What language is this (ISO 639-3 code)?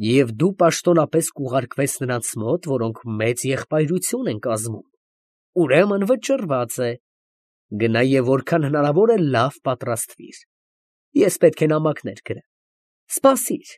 hye